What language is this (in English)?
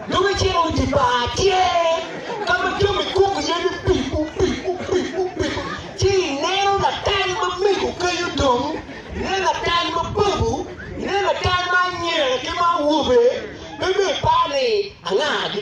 Acoli